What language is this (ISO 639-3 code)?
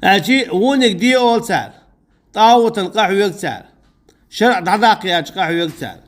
che